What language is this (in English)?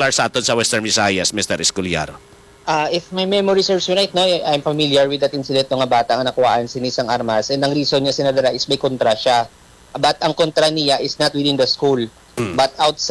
Hiligaynon